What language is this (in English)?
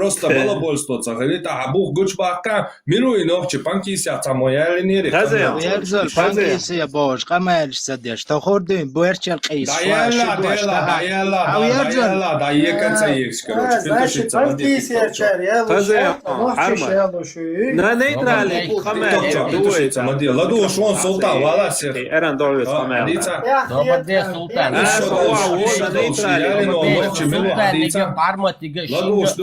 Chechen